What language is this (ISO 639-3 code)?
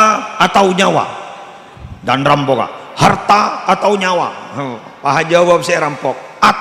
mad